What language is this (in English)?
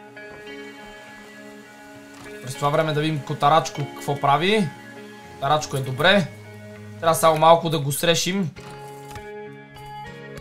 Bulgarian